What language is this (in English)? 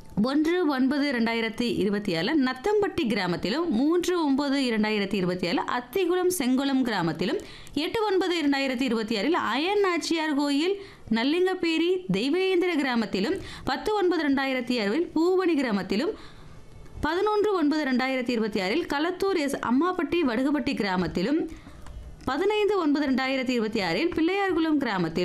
Tamil